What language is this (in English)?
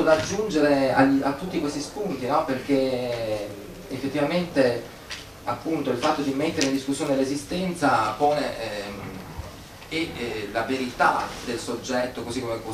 Italian